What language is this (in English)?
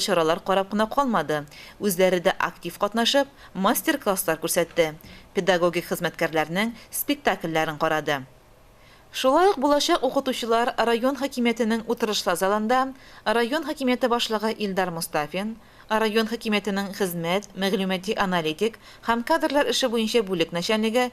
Tatar